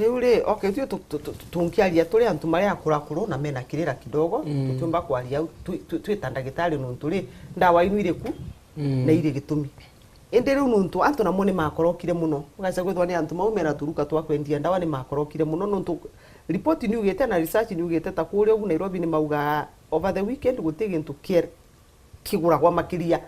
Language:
Meru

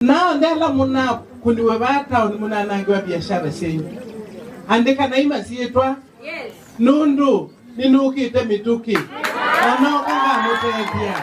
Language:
Kamba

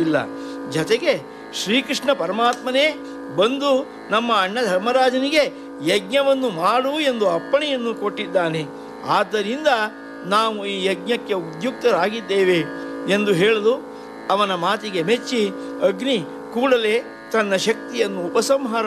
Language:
Kannada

